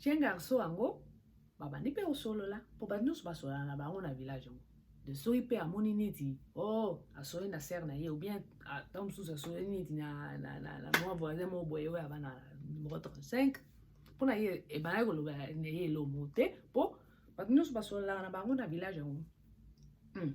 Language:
Lingala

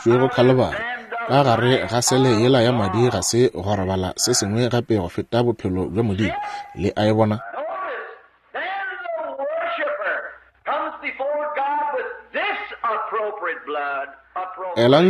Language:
Northern Sotho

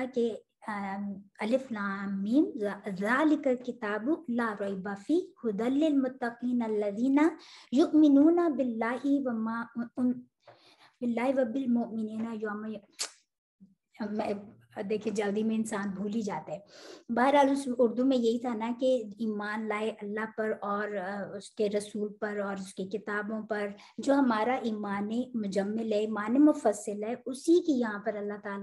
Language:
Urdu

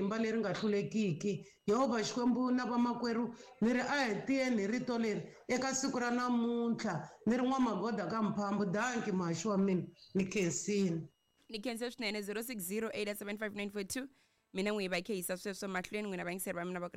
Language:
Tsonga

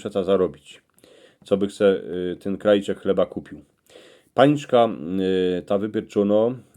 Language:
Silesian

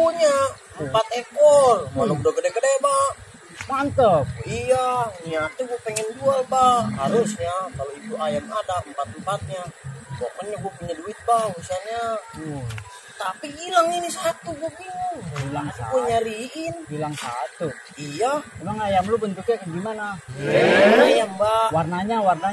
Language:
Betawi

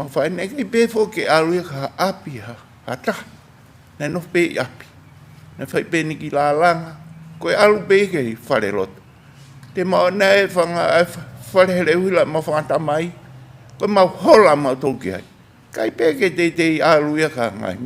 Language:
Tongan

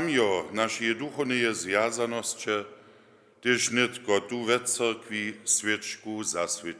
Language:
Upper Sorbian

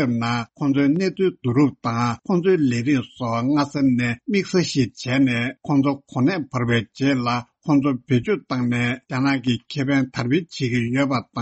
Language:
Tibetan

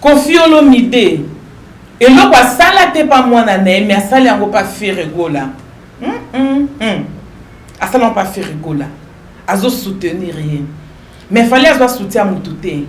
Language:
Lingala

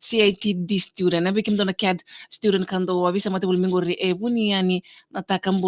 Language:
Fijian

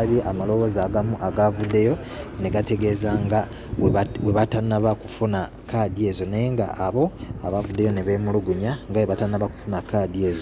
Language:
Ganda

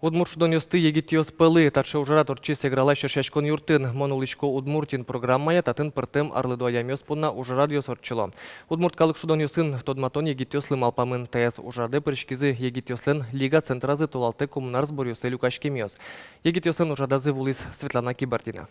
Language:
Udmurt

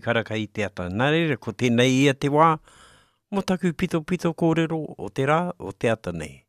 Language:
Māori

